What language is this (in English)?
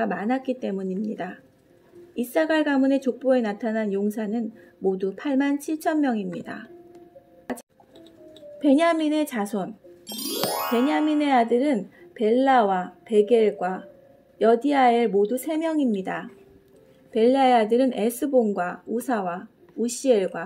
Korean